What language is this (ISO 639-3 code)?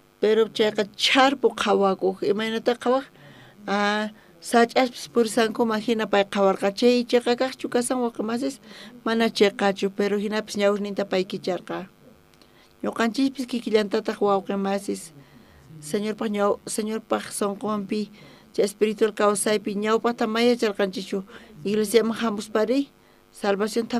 quh